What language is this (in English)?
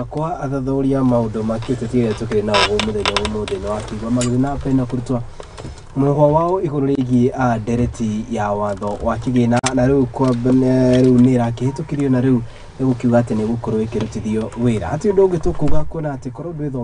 Kikuyu